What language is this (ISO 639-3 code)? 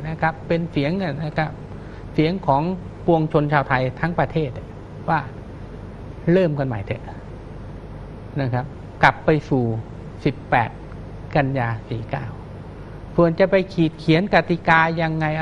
tha